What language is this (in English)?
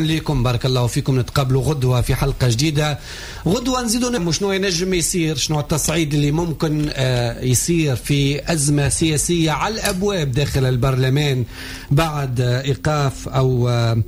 Tunisian Arabic